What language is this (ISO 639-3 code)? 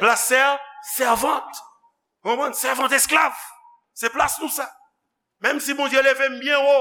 hat